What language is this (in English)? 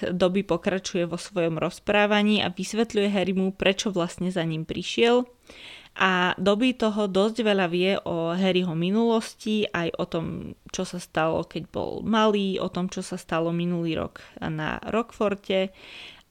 Slovak